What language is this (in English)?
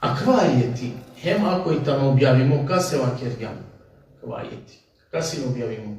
Balkan Romani